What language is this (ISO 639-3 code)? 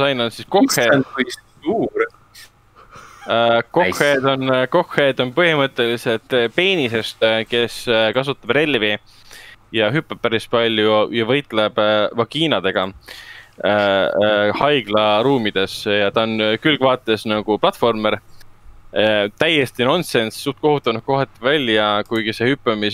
est